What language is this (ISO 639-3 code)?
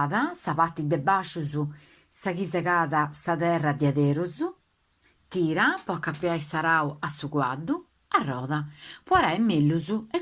srd